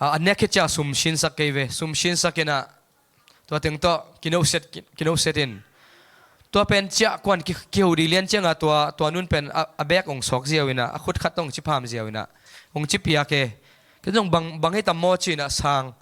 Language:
Tedim Chin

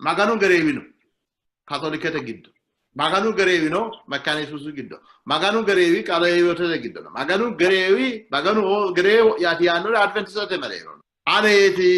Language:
Sidamo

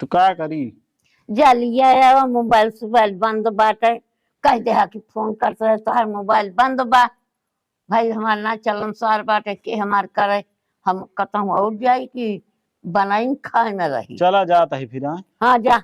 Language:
Awadhi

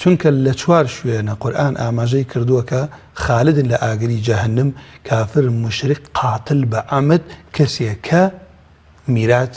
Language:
Central Kurdish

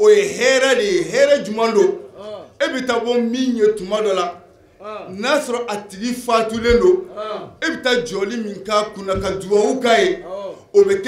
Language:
Bambara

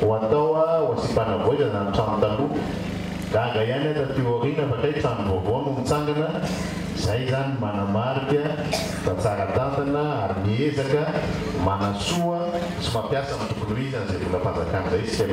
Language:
Malagasy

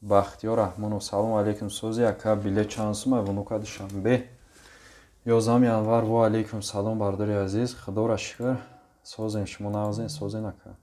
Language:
Tajik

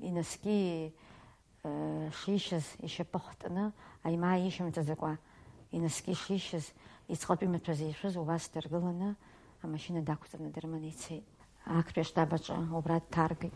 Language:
Abkhazian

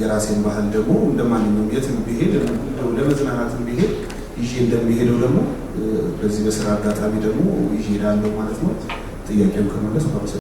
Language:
Amharic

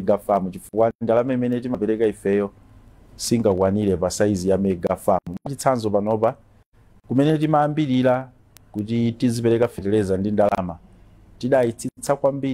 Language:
Nyanja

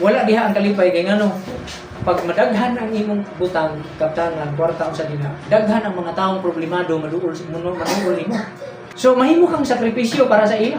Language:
Cebuano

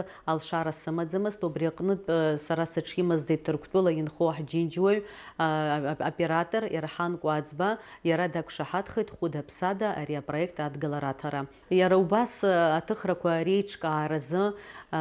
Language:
Abkhazian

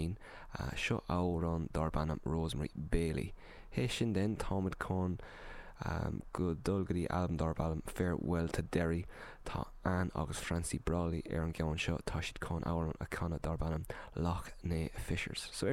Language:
Irish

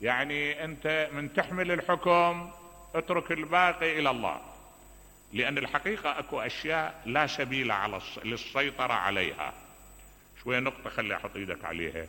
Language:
Mesopotamian Arabic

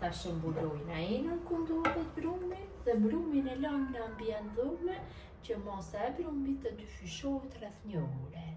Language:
Albanian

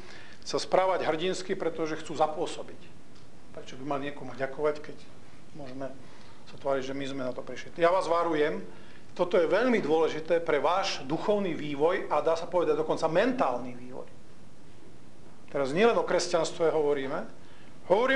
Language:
Slovak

